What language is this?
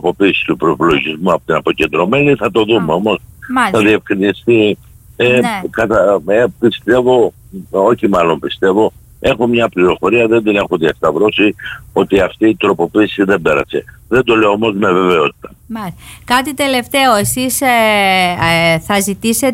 Greek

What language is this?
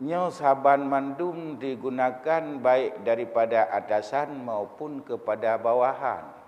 Achinese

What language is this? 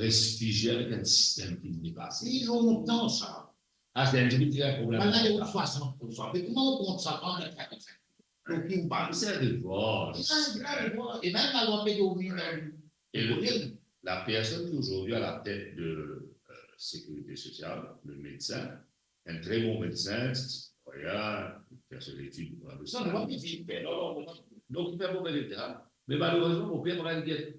Morisyen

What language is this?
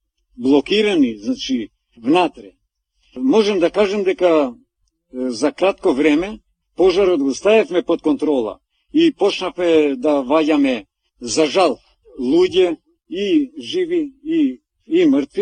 Macedonian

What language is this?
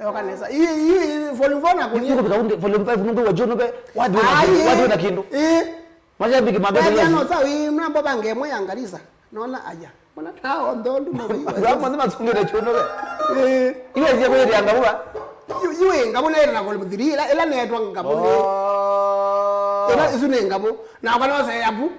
Kamba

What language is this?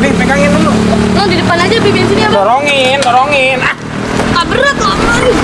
Betawi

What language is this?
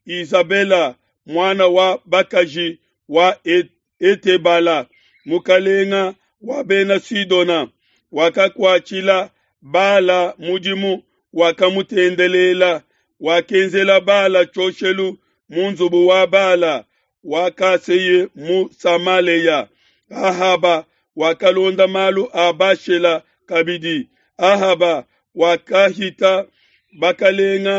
Luba-Lulua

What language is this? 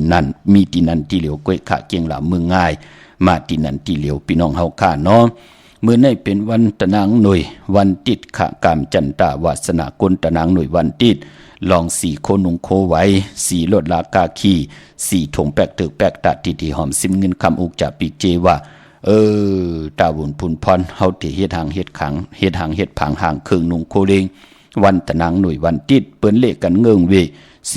Shan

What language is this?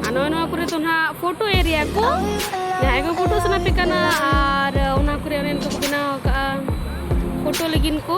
Santali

